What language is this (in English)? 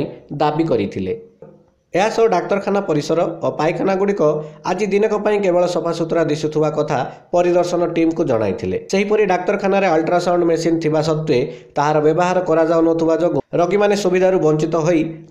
Odia